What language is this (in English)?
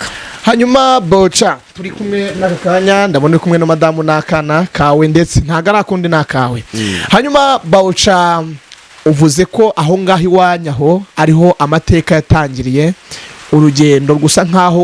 Kinyarwanda